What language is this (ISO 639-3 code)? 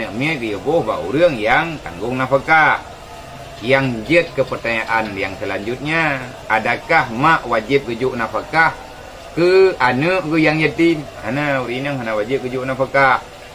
ace